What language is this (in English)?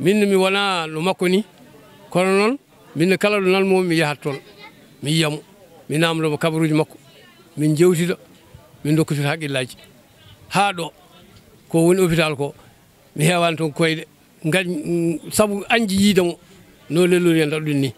Fula